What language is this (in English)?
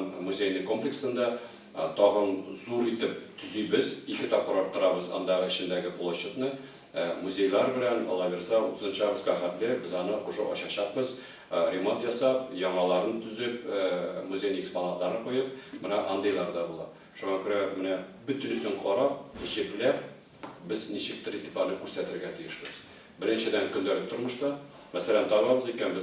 Tatar